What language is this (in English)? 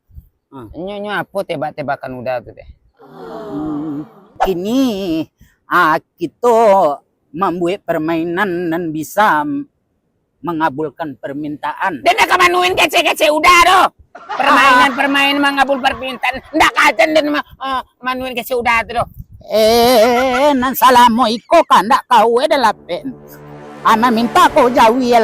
Minangkabau